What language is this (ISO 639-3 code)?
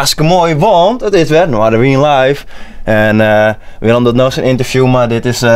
fry